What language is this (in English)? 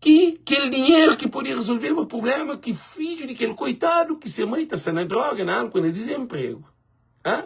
Kabuverdianu